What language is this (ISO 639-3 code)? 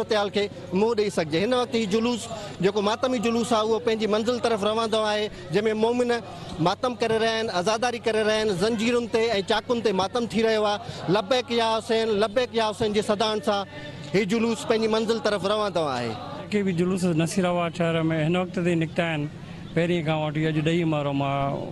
snd